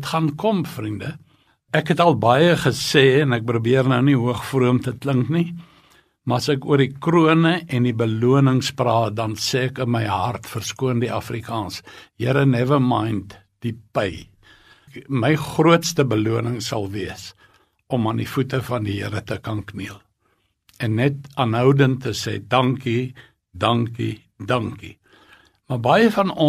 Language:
Afrikaans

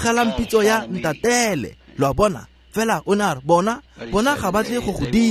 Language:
Tswana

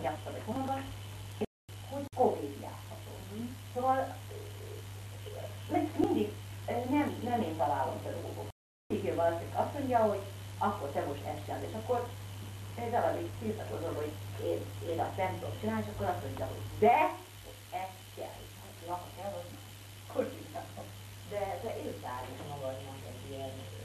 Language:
Hungarian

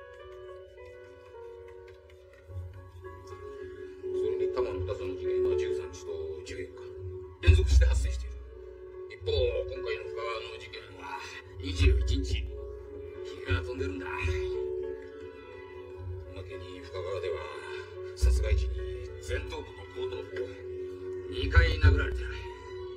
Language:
Japanese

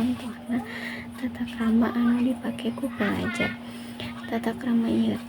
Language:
Sundanese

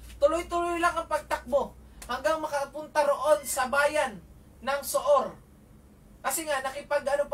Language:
Filipino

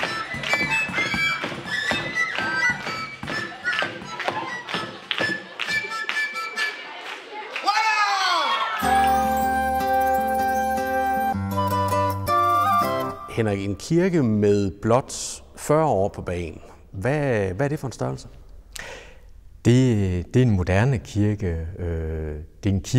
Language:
Danish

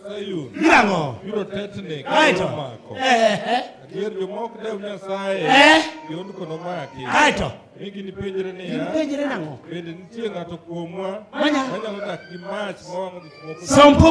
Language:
Luo (Kenya and Tanzania)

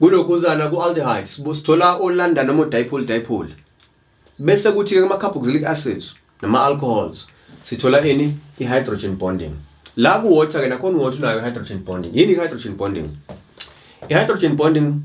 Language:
Zulu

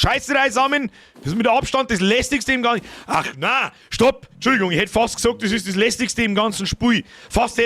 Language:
Bavarian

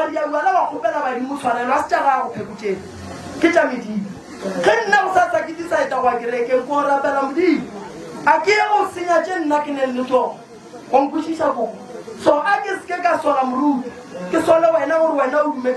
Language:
Northern Sotho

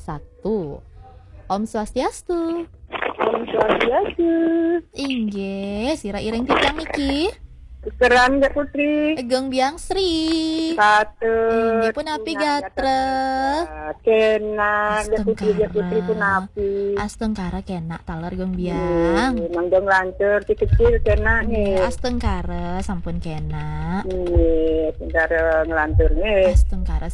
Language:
Balinese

